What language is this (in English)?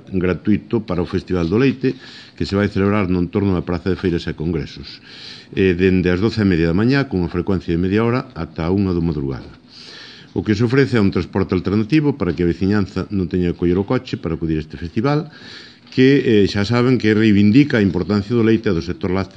Galician